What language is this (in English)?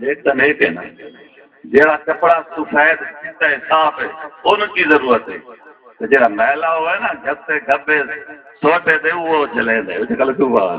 Saraiki